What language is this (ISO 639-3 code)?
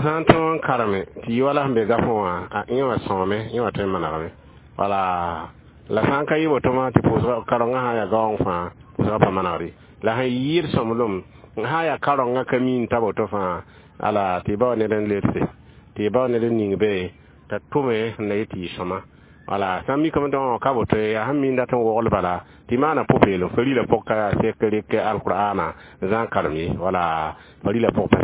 mos